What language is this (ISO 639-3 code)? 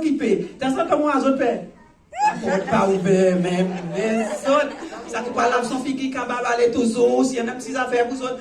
crs